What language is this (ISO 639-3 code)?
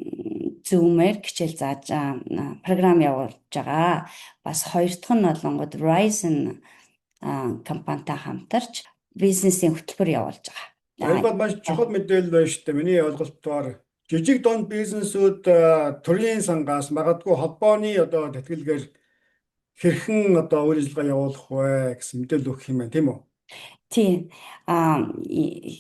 mon